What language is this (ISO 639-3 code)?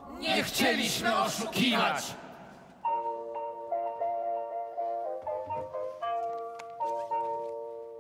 pol